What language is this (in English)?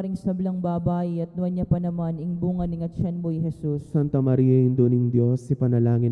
Pampanga